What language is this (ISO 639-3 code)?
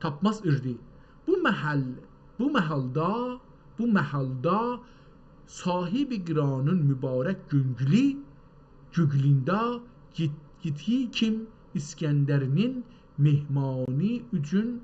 azb